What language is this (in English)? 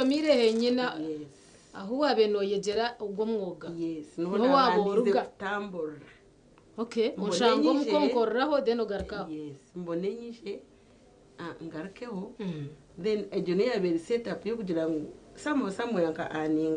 Nyankole